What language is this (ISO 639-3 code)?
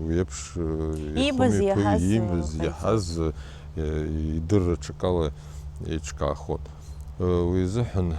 abk